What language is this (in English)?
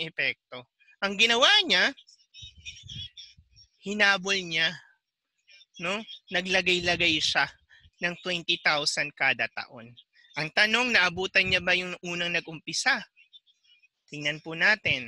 Filipino